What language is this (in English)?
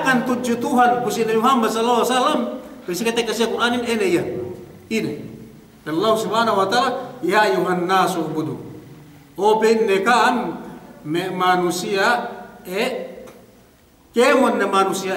Yakan